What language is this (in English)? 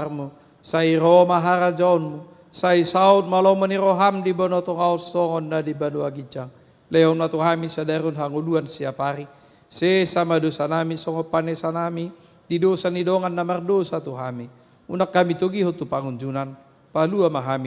Batak Toba